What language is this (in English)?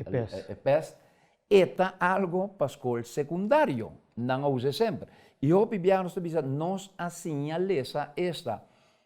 Papiamento